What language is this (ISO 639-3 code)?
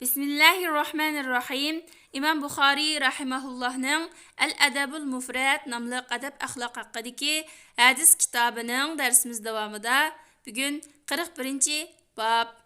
uig